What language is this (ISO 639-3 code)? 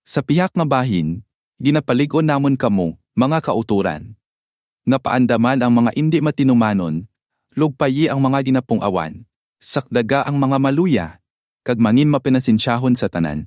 hil